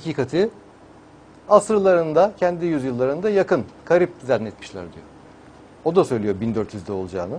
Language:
Turkish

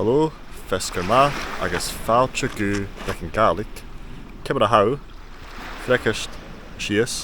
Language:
Scottish Gaelic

